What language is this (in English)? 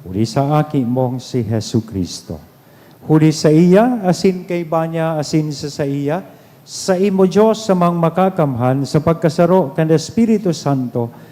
Bikol